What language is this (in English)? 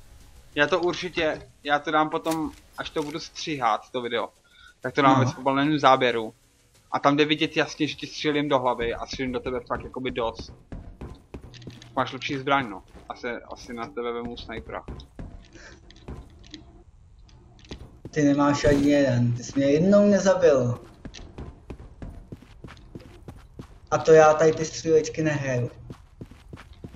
Czech